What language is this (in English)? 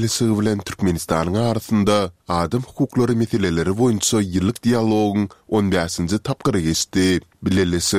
Turkmen